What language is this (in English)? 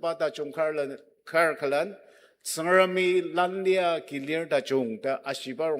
Ao Naga